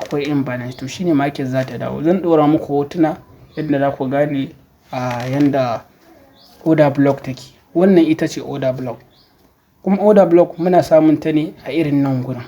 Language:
Hausa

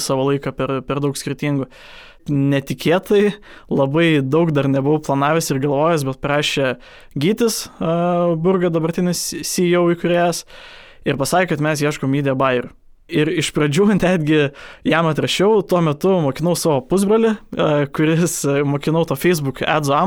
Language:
Lithuanian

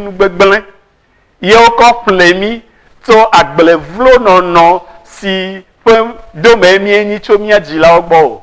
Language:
Ewe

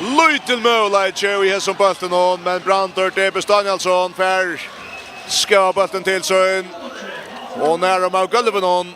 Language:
Faroese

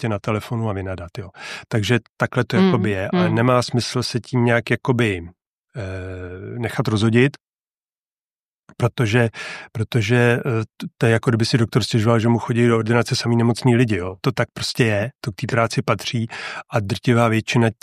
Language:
Czech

